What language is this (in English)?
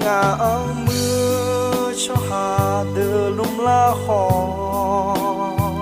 Akha